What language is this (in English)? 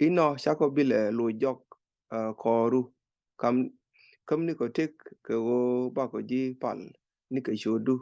Nuer